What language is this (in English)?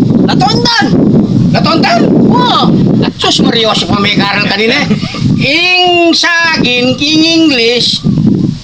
Pampanga